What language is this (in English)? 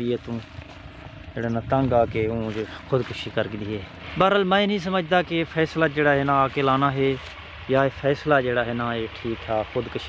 Saraiki